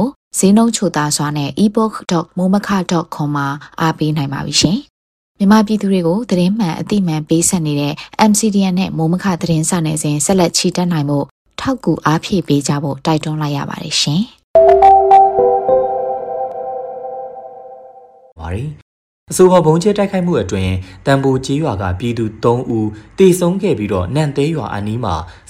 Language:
Burmese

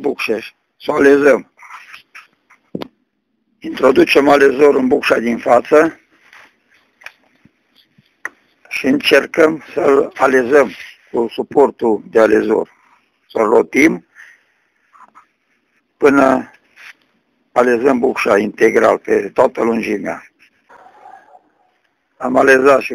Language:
Romanian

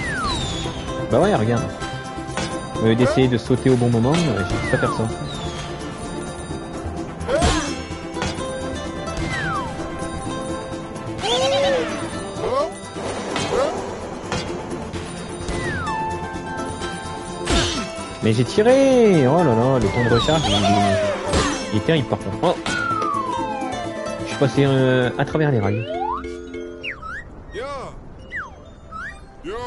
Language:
French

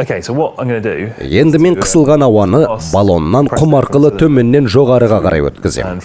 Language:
Kazakh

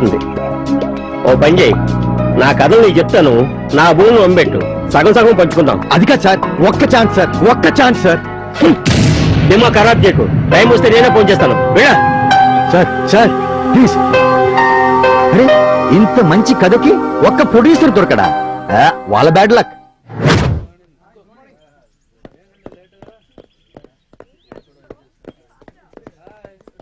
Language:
Telugu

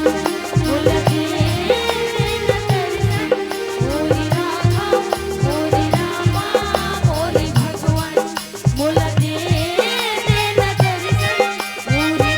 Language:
Chhattisgarhi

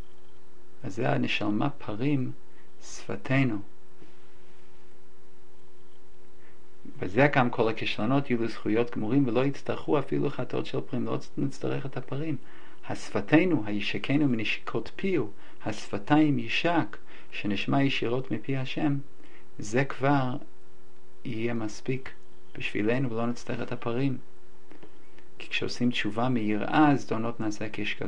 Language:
Hebrew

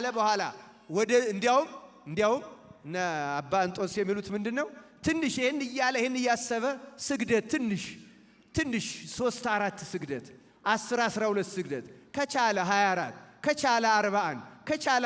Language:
Amharic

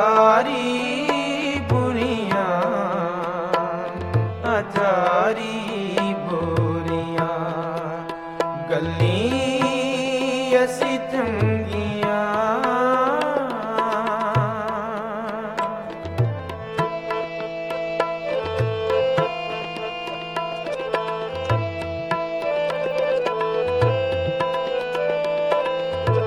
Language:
Punjabi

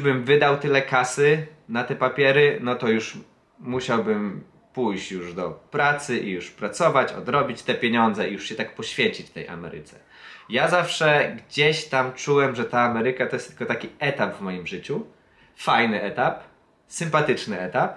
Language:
Polish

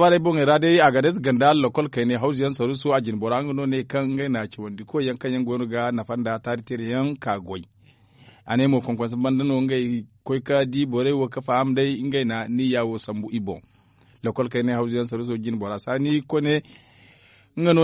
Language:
Zarma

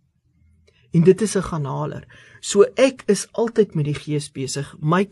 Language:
Afrikaans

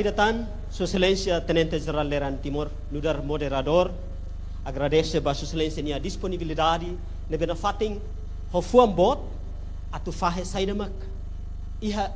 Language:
Tetum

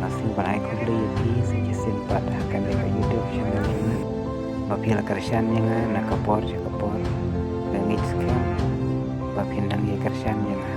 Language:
Khasi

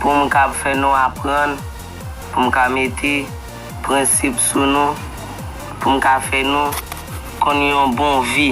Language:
Haitian Creole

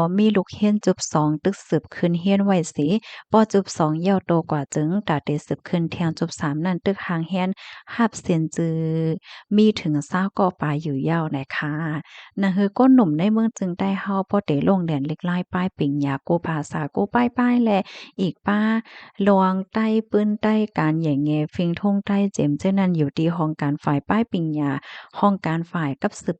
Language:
Shan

